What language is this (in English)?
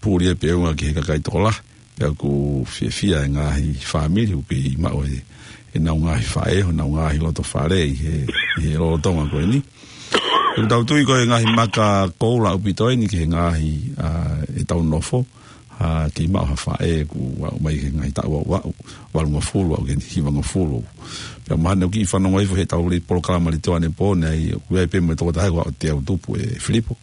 Tongan